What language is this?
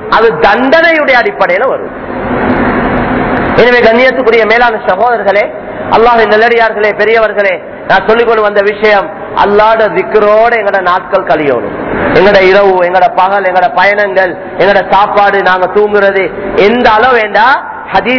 Tamil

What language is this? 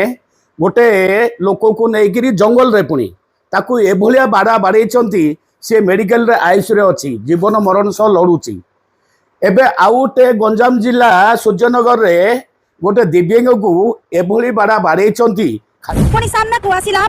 Odia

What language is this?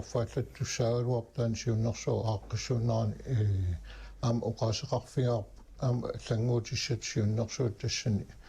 Kalaallisut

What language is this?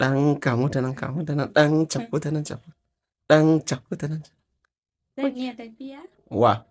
Hausa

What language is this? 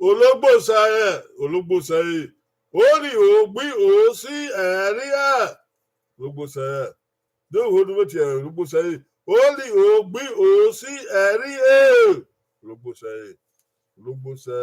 Bini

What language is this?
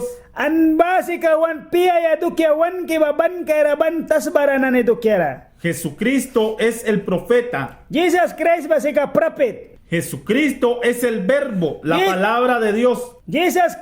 Mískito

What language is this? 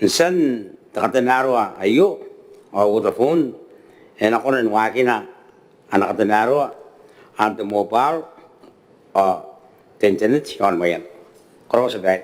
Gilbertese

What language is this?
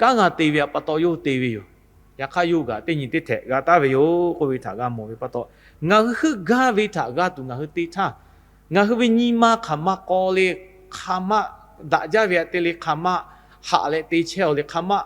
Lahu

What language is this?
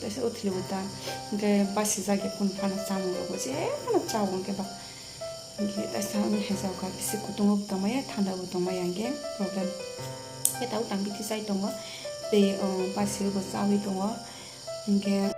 Kok Borok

